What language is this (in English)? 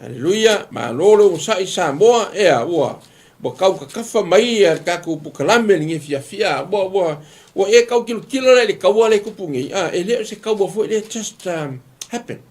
Samoan